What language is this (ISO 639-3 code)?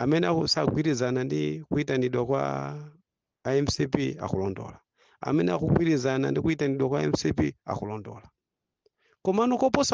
nya